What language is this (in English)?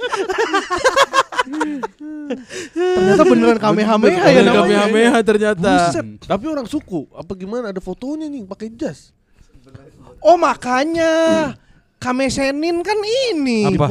Indonesian